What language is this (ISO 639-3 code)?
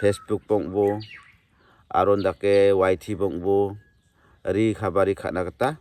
grt